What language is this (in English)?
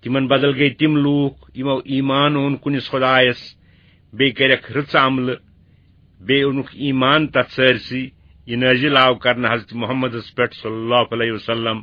Kashmiri